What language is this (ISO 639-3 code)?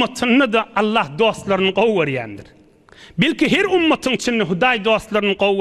tuk